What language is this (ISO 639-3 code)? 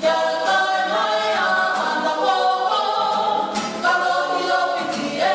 mri